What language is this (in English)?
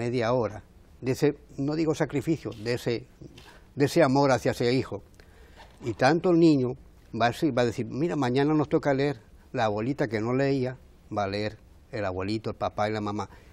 Spanish